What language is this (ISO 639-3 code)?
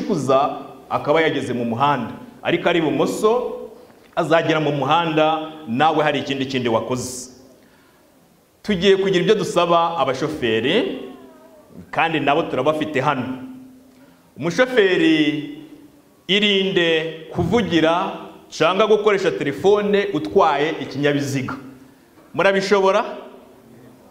kin